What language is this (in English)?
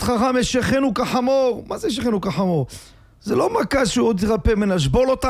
Hebrew